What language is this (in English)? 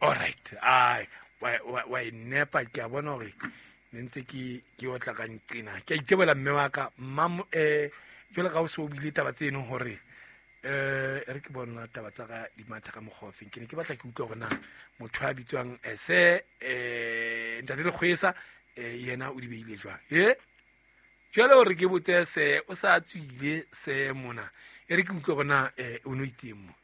Southern Sotho